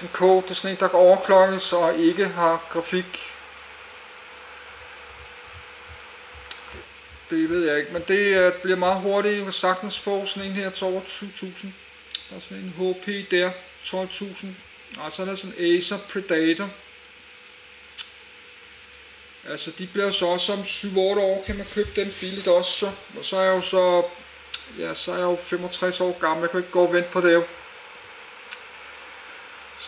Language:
Danish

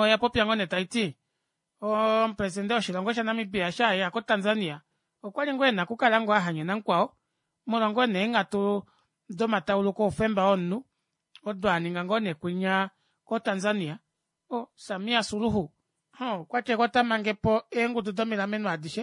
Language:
Kuanyama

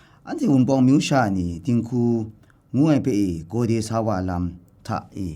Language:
Kachin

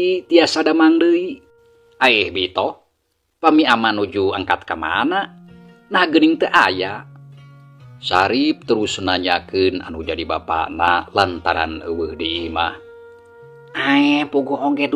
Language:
Sundanese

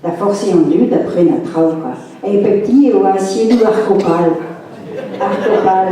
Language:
Breton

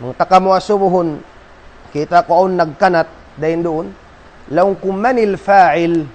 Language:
Tausug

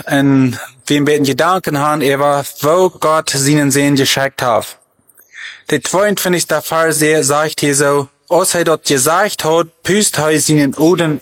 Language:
German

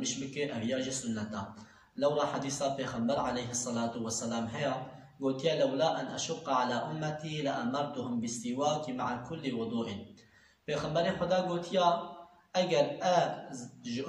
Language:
Kurdish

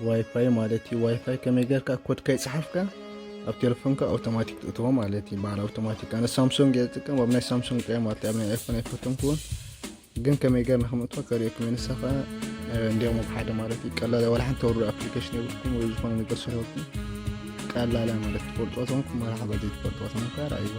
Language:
Tigrinya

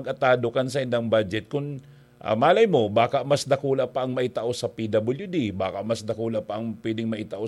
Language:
Bikol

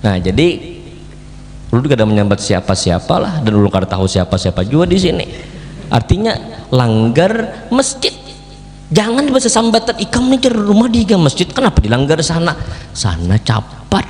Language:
Banjar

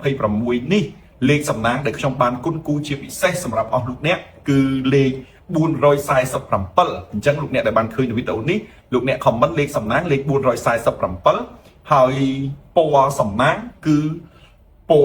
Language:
Khmer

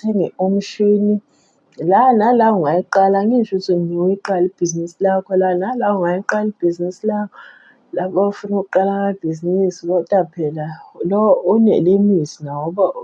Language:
Zulu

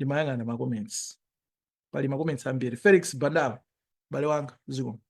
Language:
Nyanja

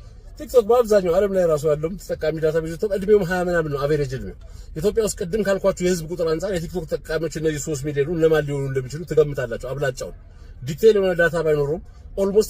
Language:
Amharic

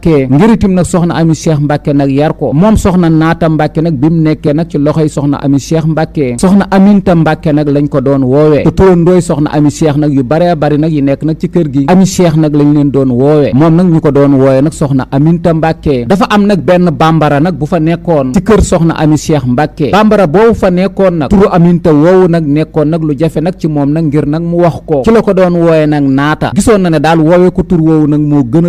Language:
Wolof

